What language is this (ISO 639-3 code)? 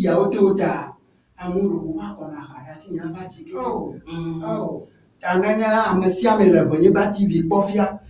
ewe